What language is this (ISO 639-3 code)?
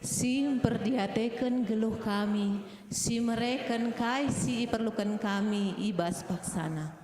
btx